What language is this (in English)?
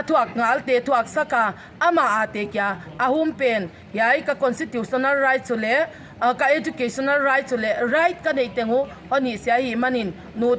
Paite Chin